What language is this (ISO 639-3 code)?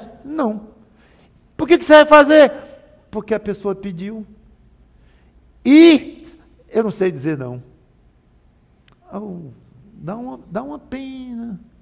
por